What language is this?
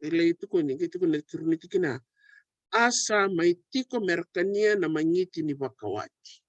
Fijian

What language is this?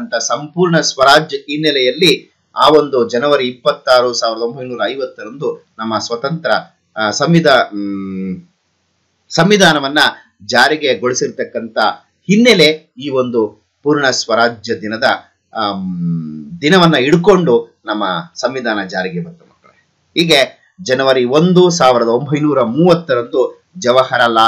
Kannada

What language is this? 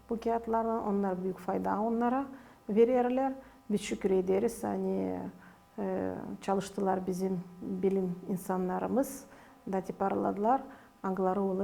Gagauz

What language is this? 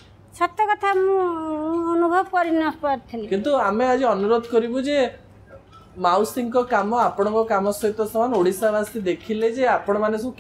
Odia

